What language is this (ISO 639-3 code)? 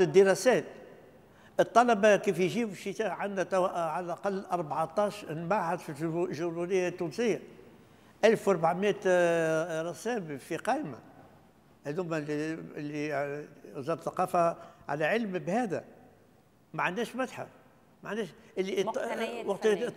aeb